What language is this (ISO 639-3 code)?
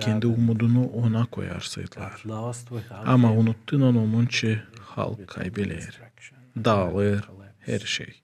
gag